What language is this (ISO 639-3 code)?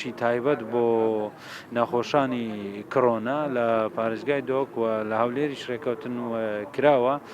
ckb